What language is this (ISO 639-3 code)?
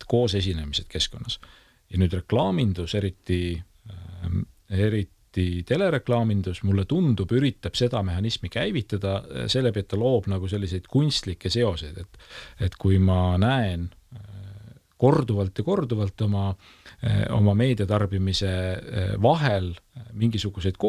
est